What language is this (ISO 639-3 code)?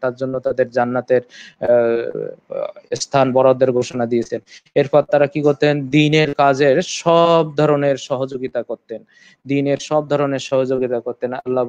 ben